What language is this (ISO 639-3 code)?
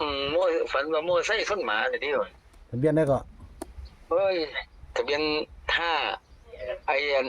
tts